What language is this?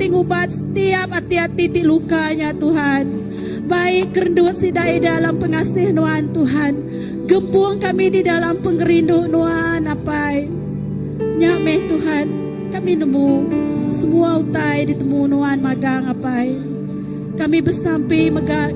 Iban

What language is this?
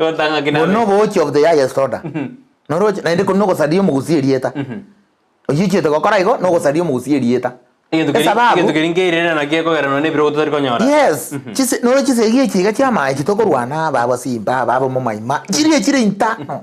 Gusii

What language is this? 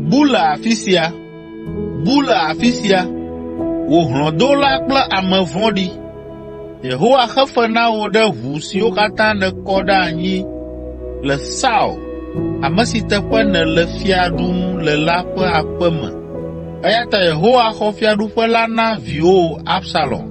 Ewe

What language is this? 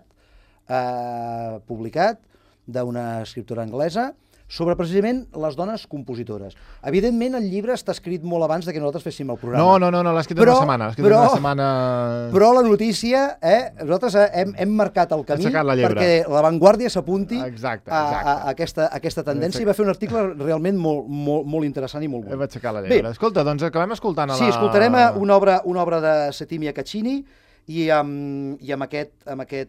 Catalan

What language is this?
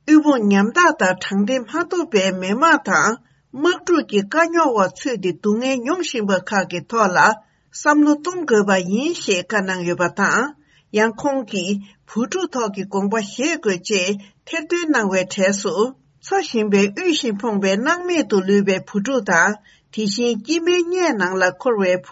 Tibetan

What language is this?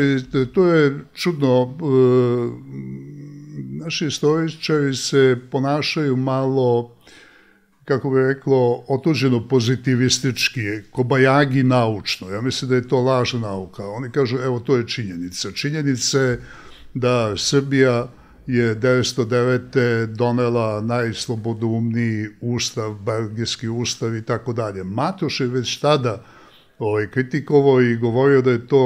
Serbian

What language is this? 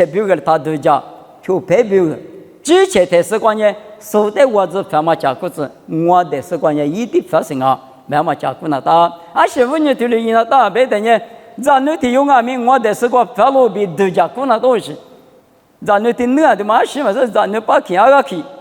Lisu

